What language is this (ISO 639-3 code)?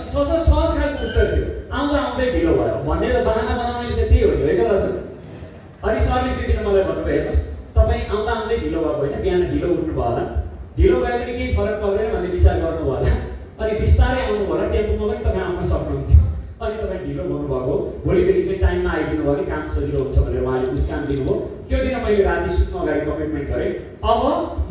nep